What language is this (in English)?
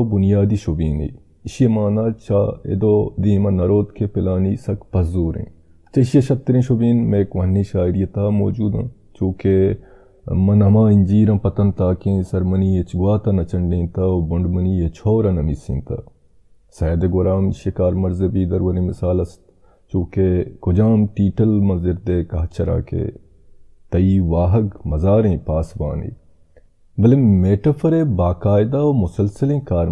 Baluchi